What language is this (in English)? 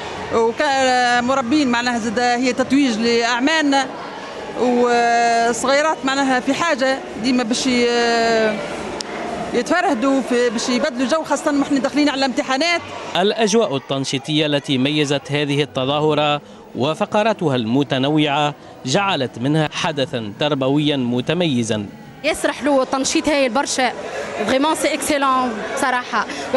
Tunisian Arabic